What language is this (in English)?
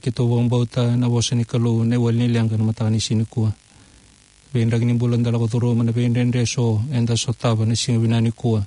Fijian